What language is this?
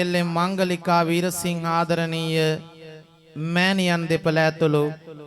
Sinhala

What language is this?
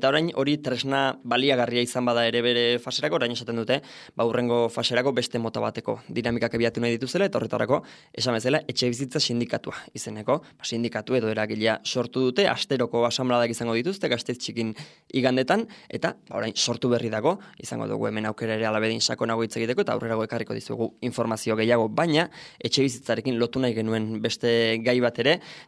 Basque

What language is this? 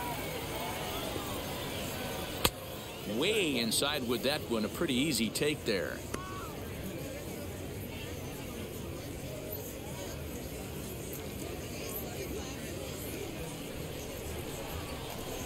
English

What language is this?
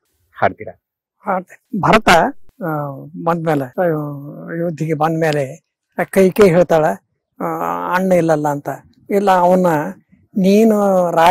Kannada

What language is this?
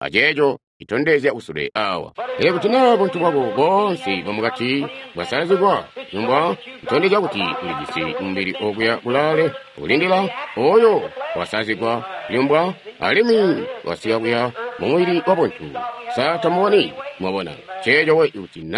Tonga (Zambia)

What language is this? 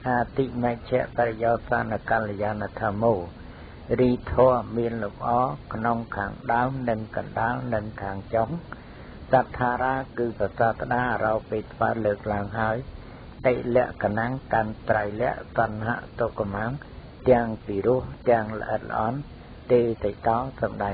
Khmer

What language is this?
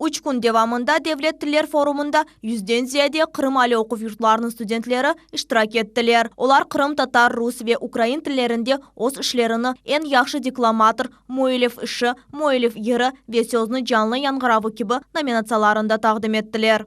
Crimean Tatar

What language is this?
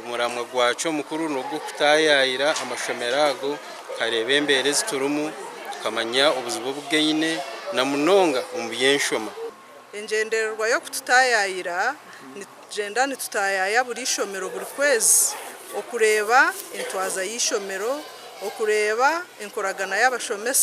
Nyankole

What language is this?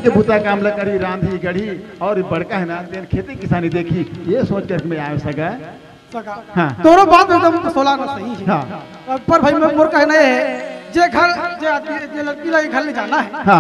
Chhattisgarhi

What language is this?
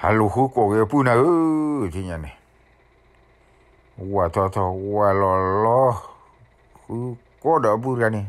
S'gaw Karen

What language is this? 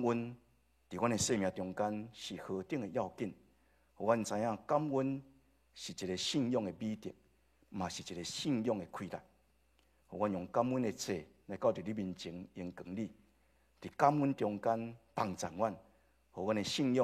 Min Nan Chinese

